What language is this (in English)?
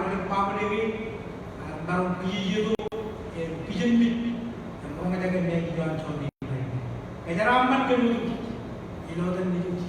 Marshallese